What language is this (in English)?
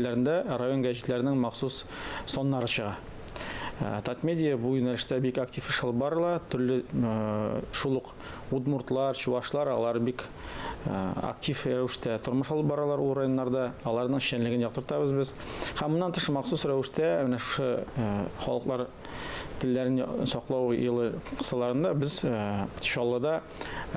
Tatar